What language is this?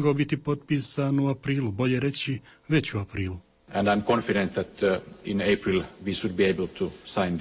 Bosnian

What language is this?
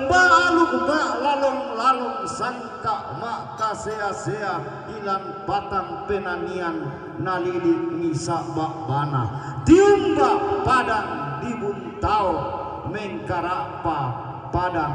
Toraja-Sa'dan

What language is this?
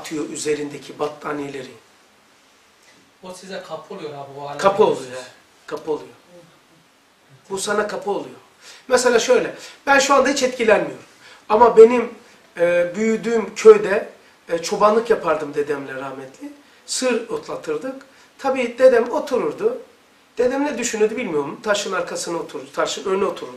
Turkish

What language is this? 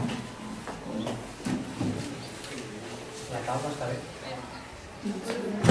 Catalan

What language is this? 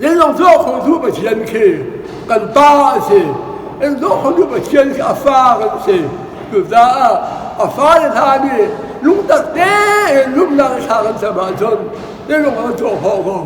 Hakha Chin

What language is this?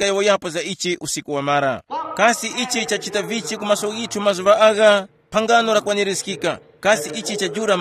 Tumbuka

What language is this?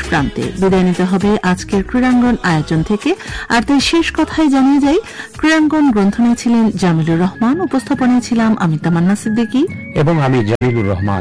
Bangla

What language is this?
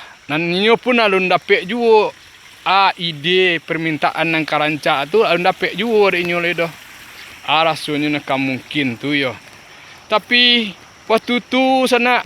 Minangkabau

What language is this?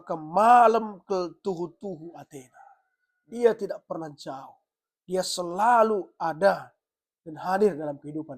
Batak Karo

